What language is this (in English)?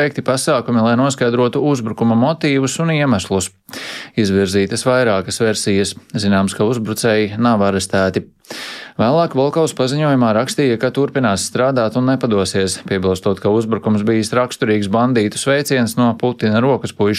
Latvian